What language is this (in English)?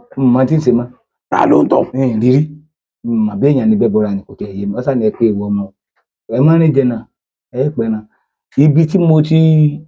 Yoruba